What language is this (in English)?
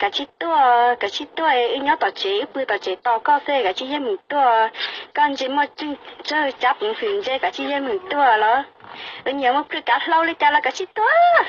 Hmong